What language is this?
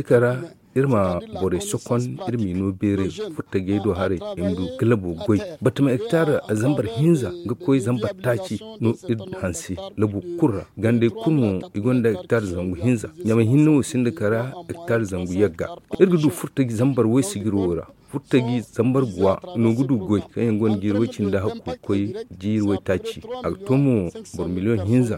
Zarma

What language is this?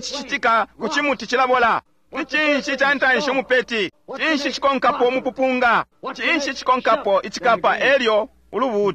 Bemba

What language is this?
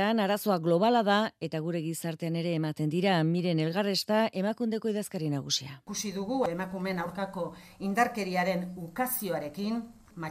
Basque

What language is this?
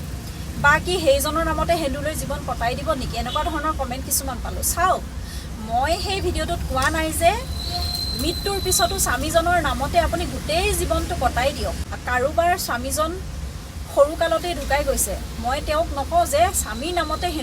Assamese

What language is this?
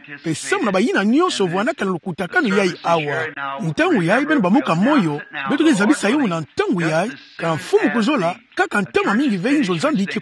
Kituba (Democratic Republic of Congo)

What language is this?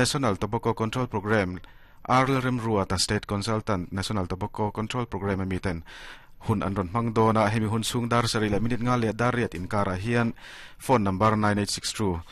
Mizo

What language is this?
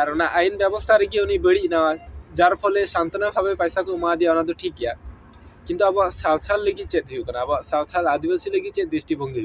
Santali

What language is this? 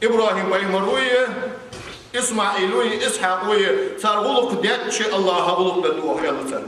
Ingush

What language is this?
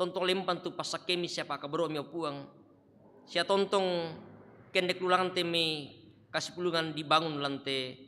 Toraja-Sa'dan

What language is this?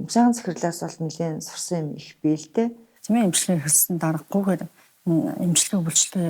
Mongolian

